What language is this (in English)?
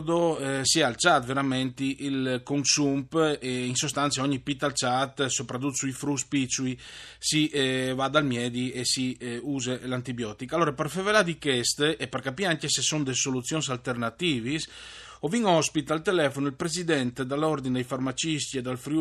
Friulian